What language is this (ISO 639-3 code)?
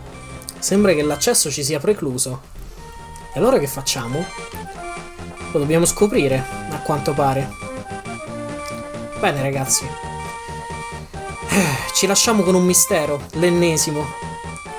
ita